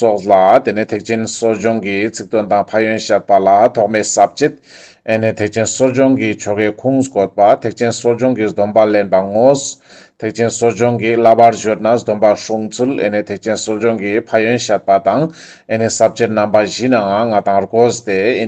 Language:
Ladakhi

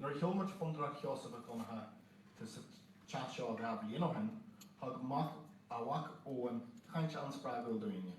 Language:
Irish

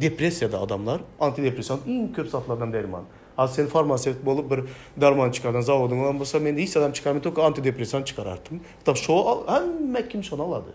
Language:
Turkmen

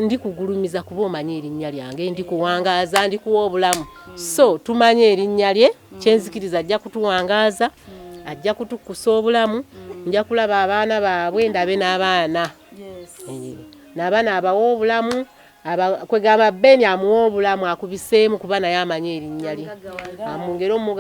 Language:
Ganda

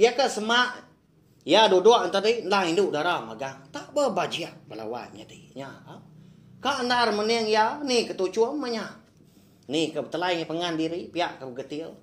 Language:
Iban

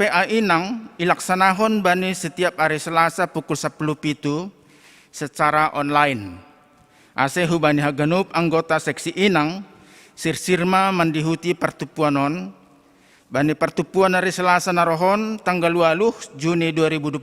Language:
Batak Simalungun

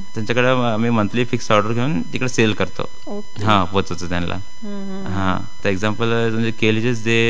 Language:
Marathi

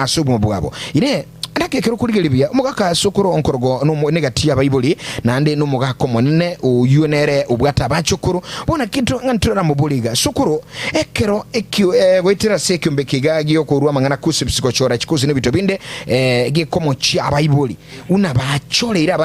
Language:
Gusii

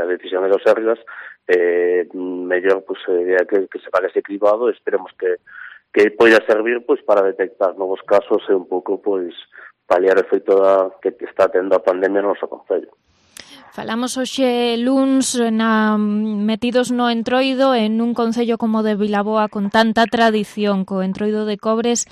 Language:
Galician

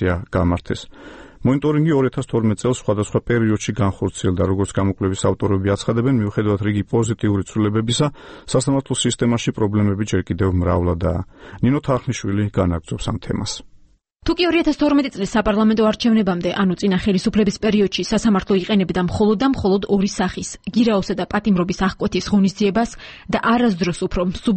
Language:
Georgian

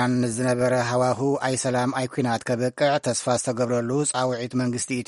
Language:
Tigrinya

